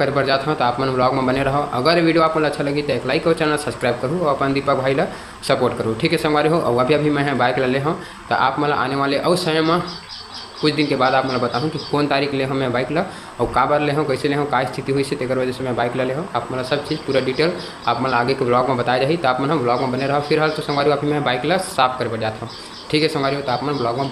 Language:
Chhattisgarhi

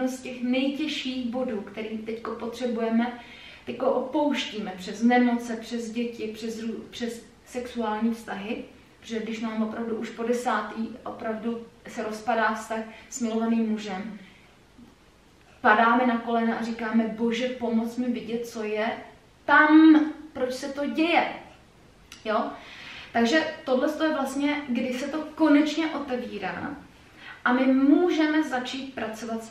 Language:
Czech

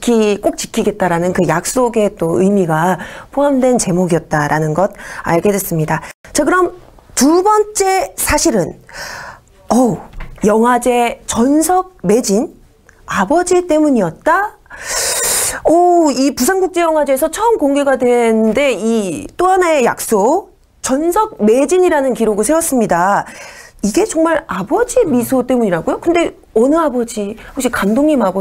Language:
Korean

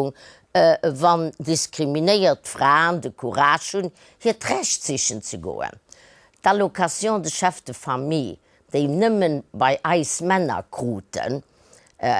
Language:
Luxembourgish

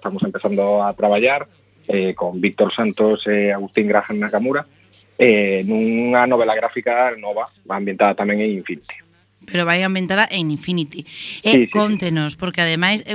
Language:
Galician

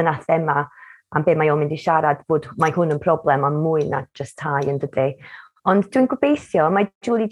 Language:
Welsh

